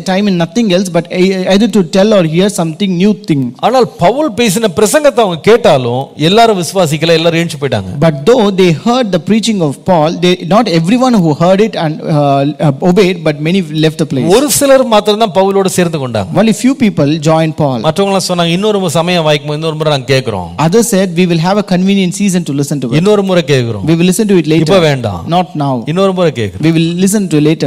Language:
Tamil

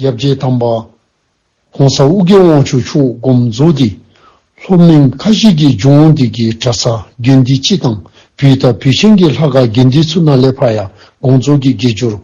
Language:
Dzongkha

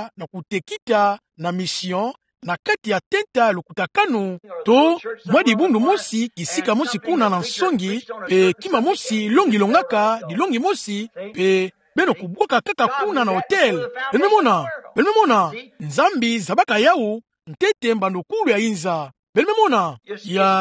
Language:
Kituba (Democratic Republic of Congo)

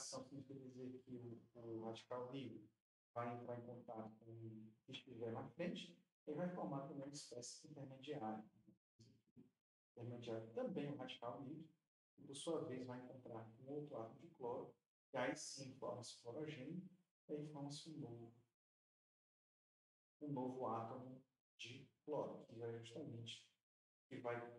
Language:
Portuguese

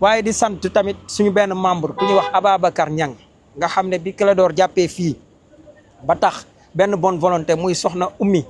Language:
Wolof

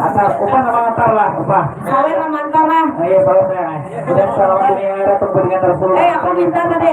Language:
Banjar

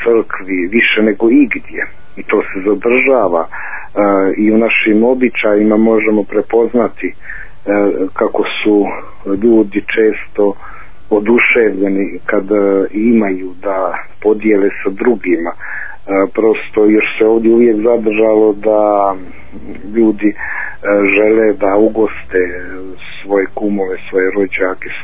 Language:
Bosnian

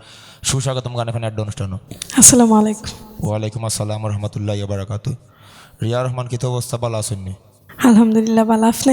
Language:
Sylheti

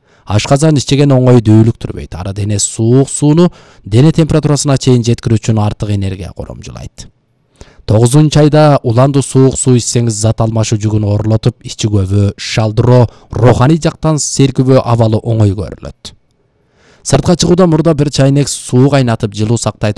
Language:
Kyrgyz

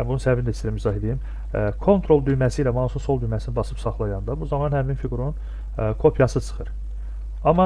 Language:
Azerbaijani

